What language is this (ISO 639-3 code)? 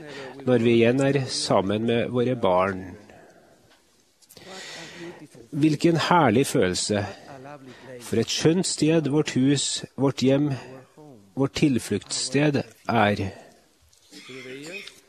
nor